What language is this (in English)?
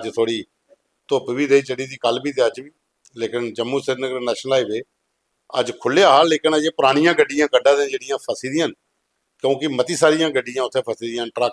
Dogri